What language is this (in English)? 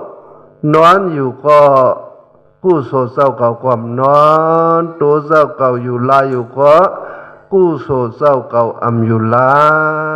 Shan